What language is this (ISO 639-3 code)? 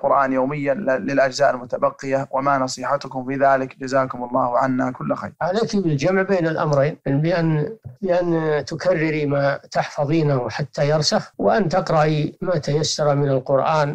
ara